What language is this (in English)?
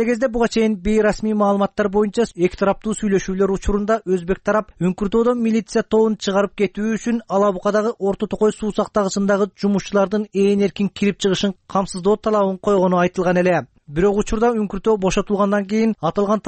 Kyrgyz